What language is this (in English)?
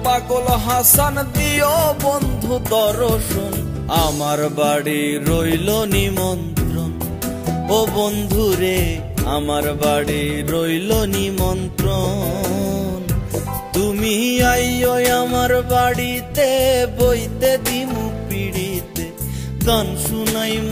Bangla